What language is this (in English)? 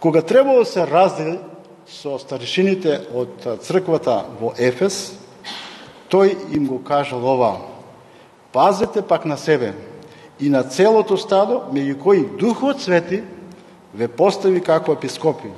Macedonian